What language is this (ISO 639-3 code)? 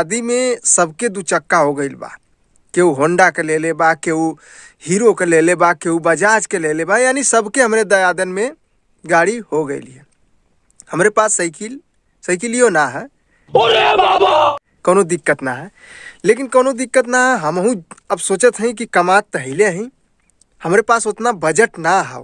bho